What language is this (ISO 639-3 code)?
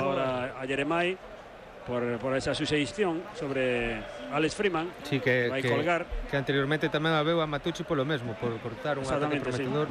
glg